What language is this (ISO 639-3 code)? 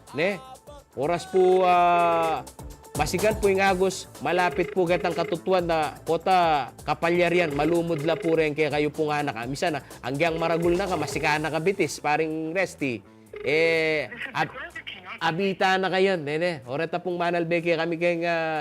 pam